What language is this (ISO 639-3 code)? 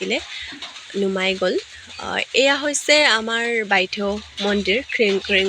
asm